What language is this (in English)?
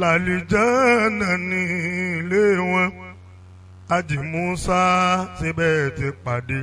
Yoruba